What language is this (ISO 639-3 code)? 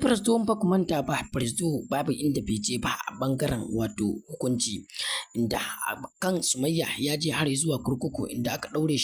hau